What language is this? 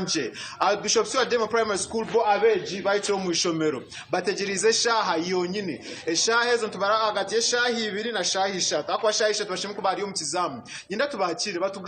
Nyankole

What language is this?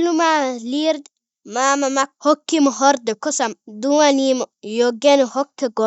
Fula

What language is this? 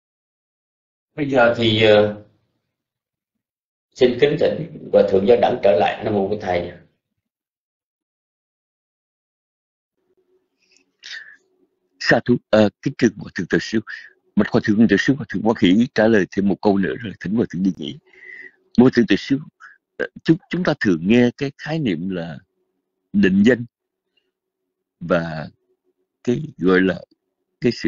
Vietnamese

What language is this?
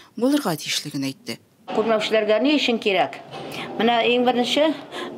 Tatar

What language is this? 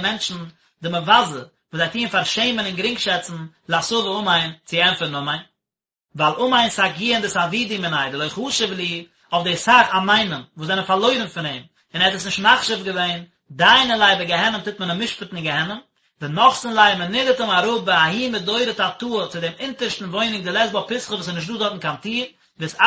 Yiddish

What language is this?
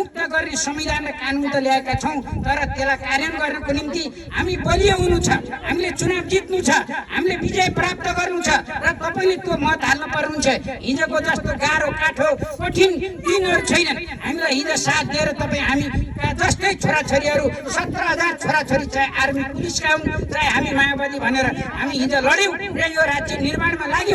Nepali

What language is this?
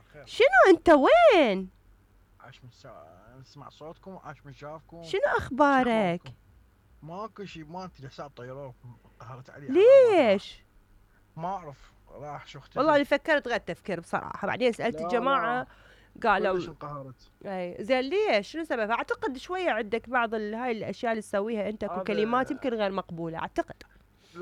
Mesopotamian Arabic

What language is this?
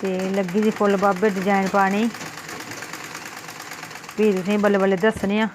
Dogri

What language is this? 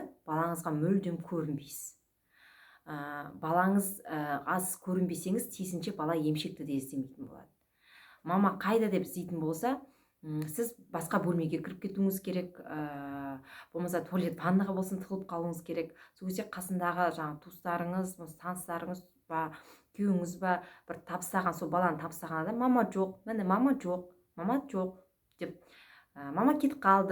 Kazakh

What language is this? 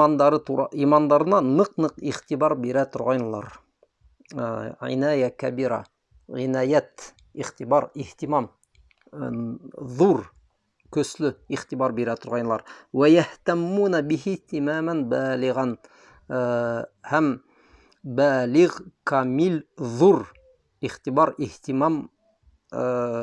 Bashkir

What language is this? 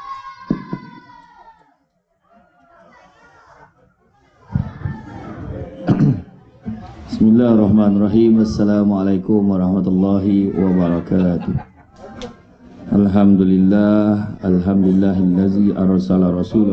Malay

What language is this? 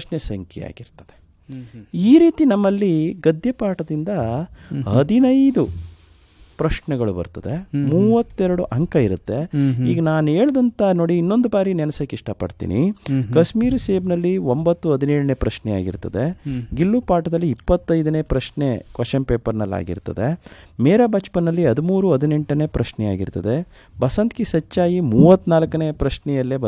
Kannada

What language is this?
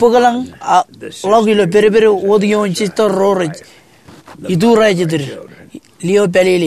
Marshallese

